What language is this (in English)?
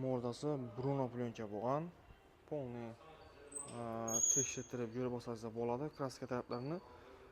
Uzbek